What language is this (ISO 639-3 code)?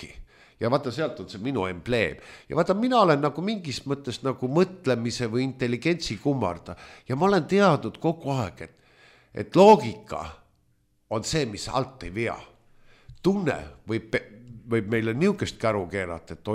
est